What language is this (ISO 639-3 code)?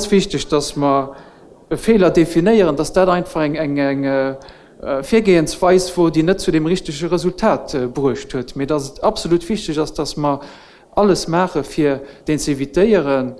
ltz